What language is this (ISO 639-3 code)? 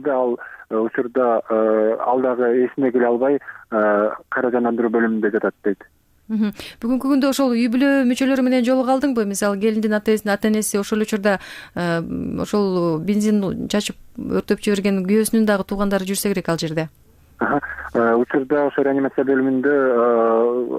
kir